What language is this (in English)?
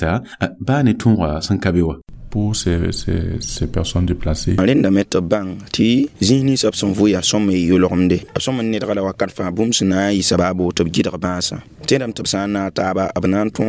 Mossi